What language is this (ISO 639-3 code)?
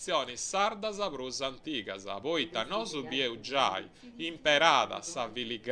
srd